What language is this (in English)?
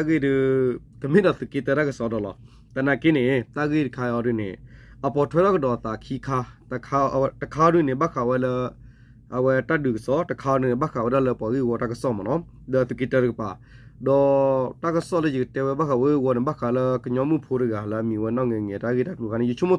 S'gaw Karen